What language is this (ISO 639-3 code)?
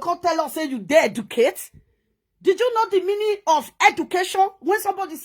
pcm